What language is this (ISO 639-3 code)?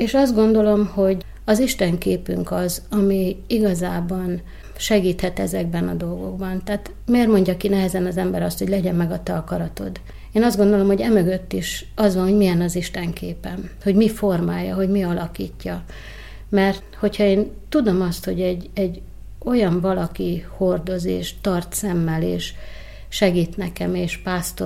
hun